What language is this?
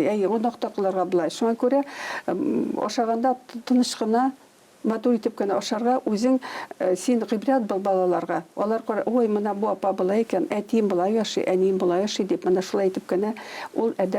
Tatar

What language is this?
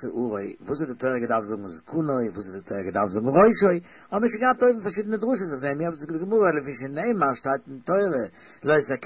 Yiddish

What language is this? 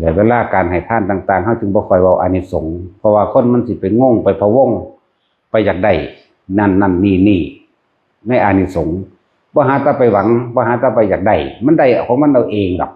Northeastern Thai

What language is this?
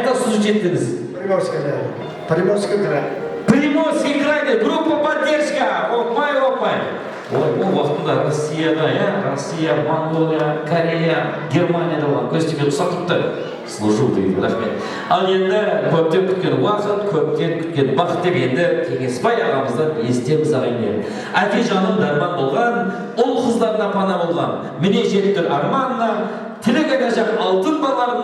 Kara-Kalpak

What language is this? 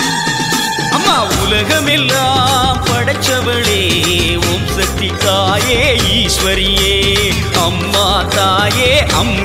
Tamil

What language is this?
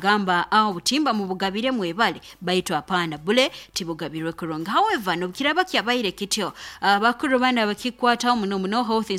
Nyoro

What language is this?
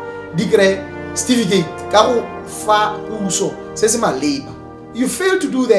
Tswana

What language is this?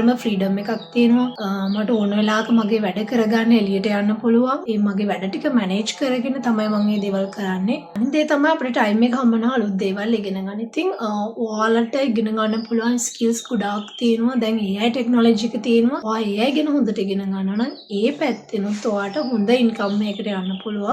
Sinhala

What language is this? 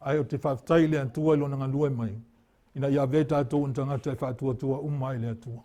Samoan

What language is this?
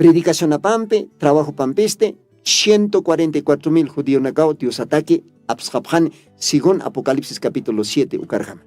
Aymara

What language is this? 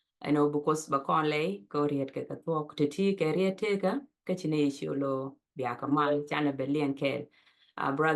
Nuer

